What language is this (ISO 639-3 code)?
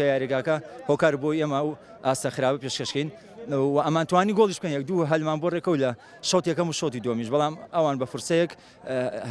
ckb